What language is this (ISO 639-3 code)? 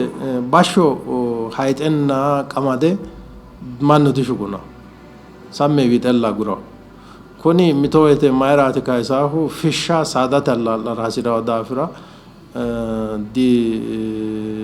sid